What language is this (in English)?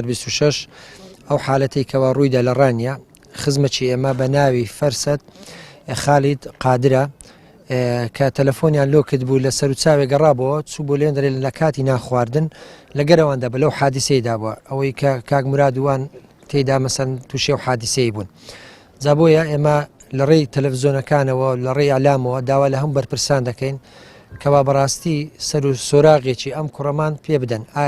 Central Kurdish